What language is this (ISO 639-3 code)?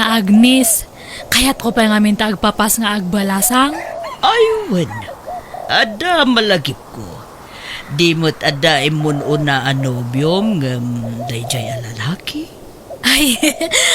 ilo